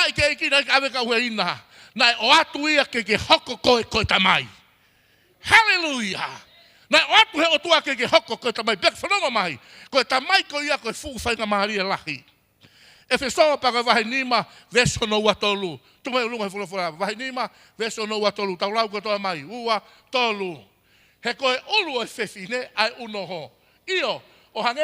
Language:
Tongan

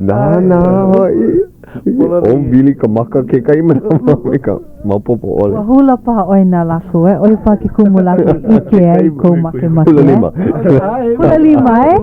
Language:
Hawaiian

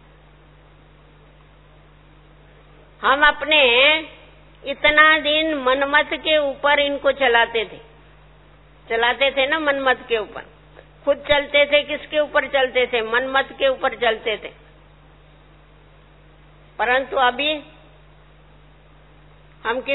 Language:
Hindi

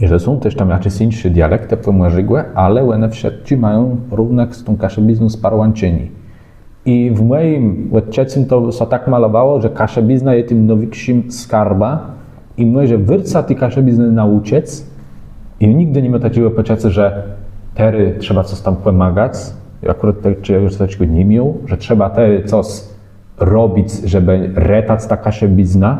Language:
Kashubian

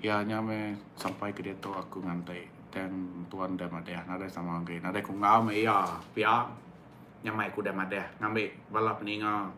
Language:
Iban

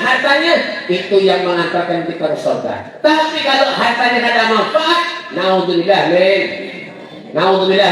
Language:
Banjar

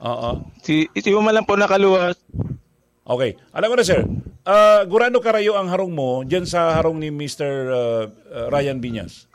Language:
Bikol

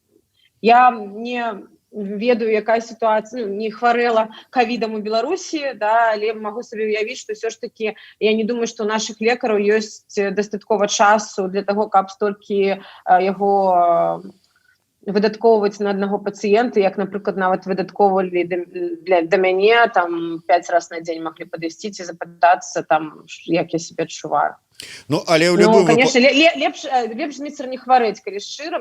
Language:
Belarusian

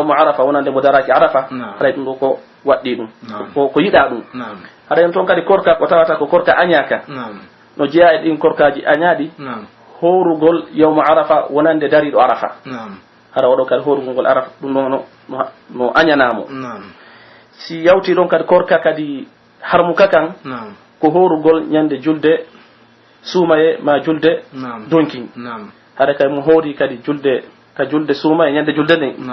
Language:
Pular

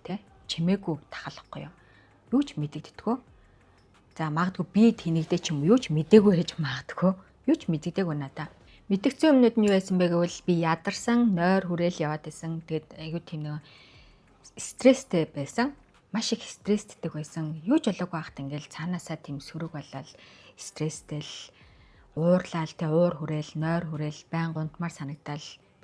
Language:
Mongolian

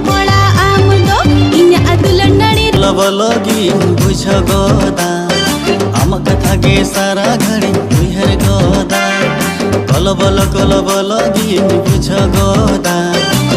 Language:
Santali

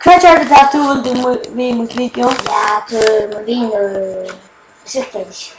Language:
Faroese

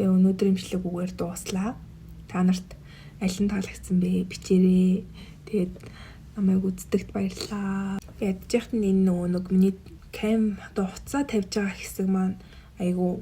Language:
Mongolian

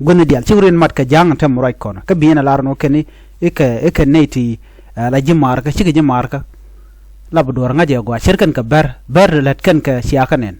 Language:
Nuer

